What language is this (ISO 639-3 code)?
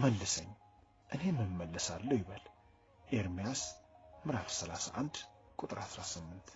amh